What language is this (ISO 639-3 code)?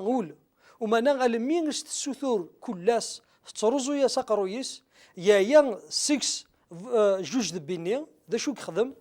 kab